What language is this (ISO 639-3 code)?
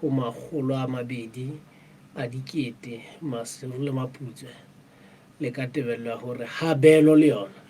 sot